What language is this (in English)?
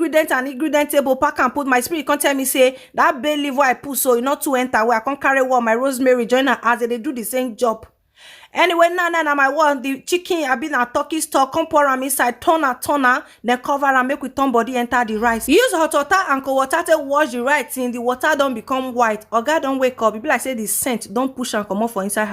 Nigerian Pidgin